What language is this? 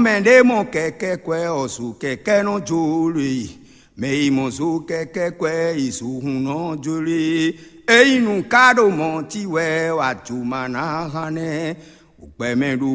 Fon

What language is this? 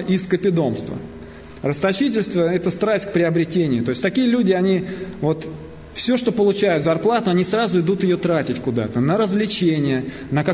Russian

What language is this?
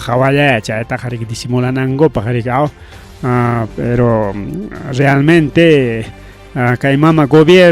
Ayacucho Quechua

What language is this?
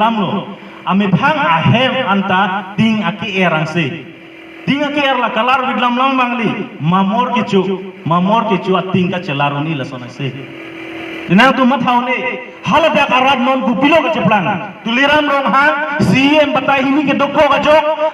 Karbi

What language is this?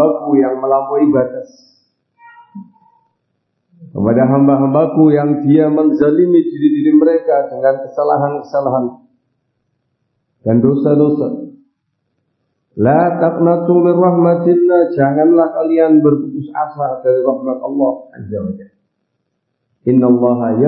Indonesian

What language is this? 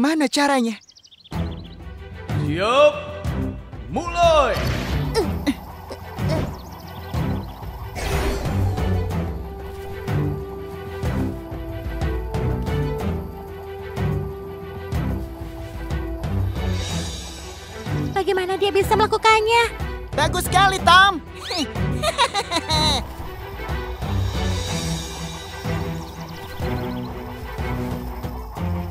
Indonesian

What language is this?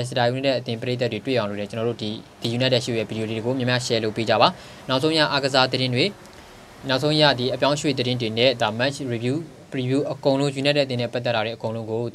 Burmese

